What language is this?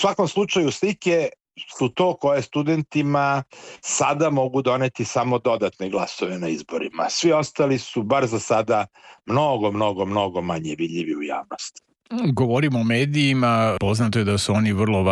Serbian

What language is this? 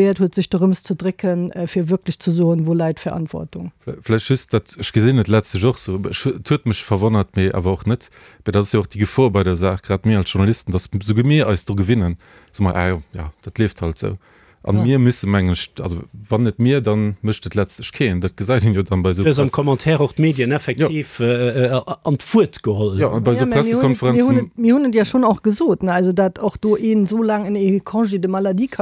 Luxembourgish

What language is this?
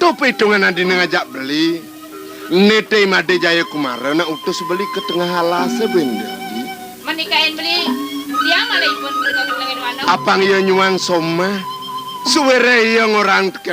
Balinese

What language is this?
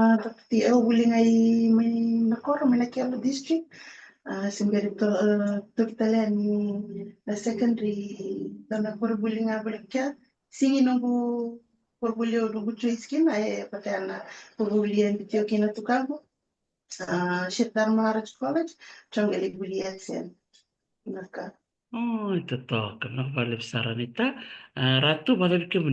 Fijian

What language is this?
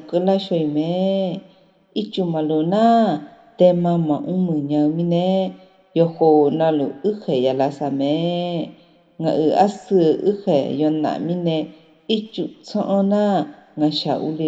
Akha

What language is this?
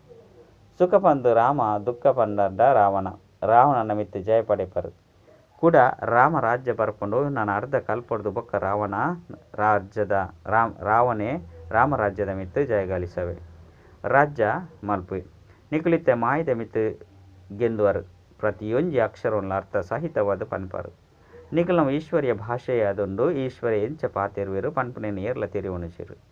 Tulu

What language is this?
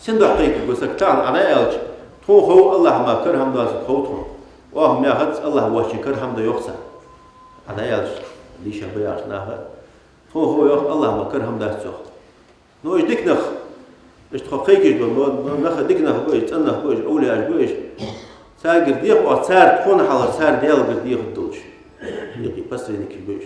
Ingush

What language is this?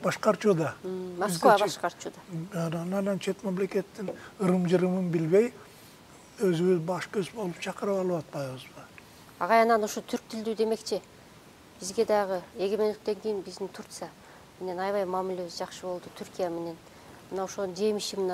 Kyrgyz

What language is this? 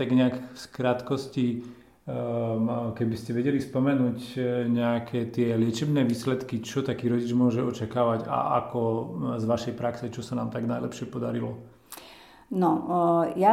Slovak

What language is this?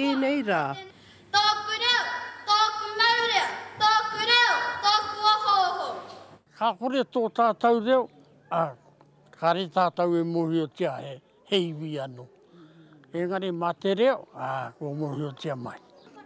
Māori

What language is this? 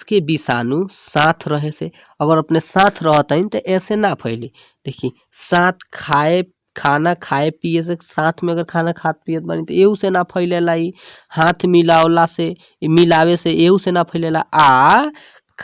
Bhojpuri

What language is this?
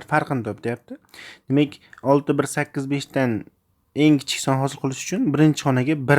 Uzbek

